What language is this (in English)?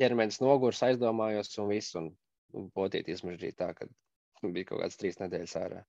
Latvian